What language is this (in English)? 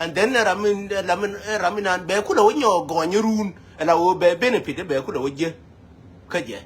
Nuer